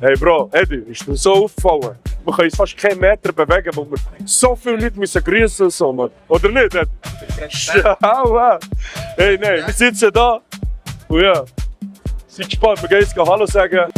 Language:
Swiss German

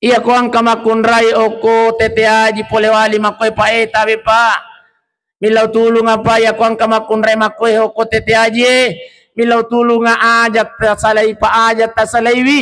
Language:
Buginese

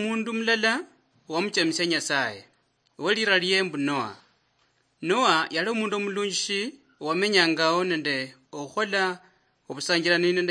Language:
Luyia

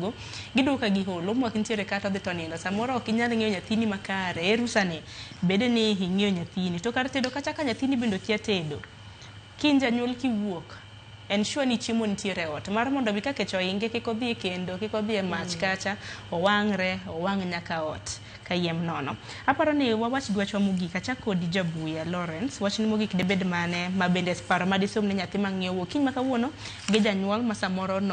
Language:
Luo (Kenya and Tanzania)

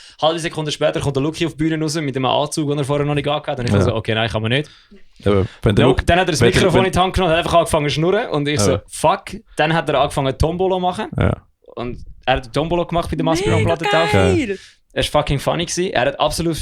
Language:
Swiss German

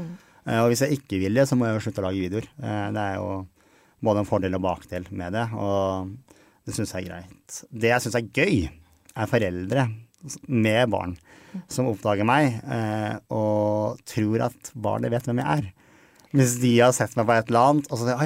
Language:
Norwegian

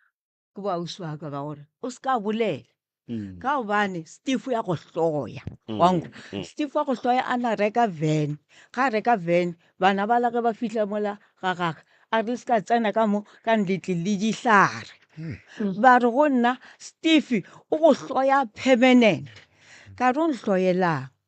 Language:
Northern Sotho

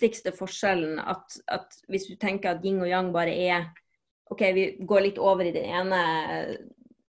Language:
Norwegian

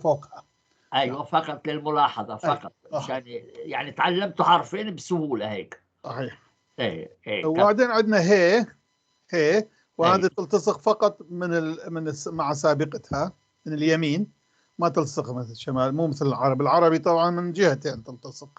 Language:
North Levantine Arabic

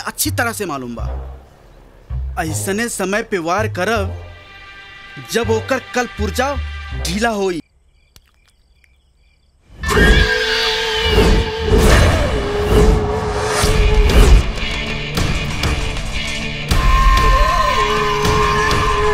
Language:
Bhojpuri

